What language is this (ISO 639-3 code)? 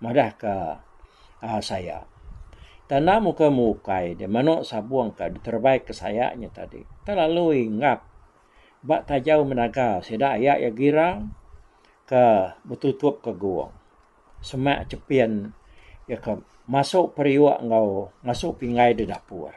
iba